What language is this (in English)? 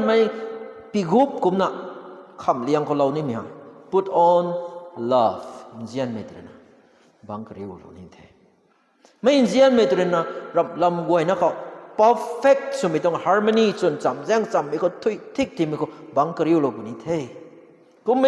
Rongmei Naga